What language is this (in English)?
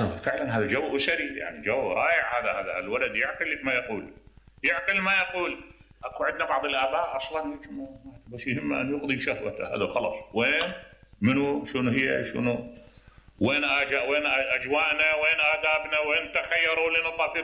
Mesopotamian Arabic